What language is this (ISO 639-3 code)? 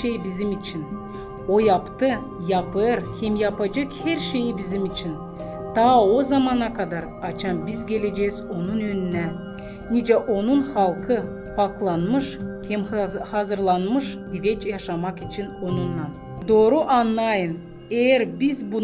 gag